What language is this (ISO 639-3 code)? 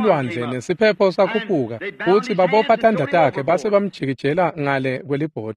ssw